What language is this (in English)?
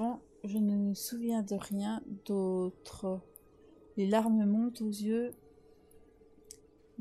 French